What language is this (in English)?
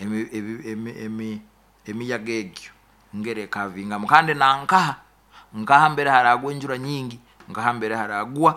Nyoro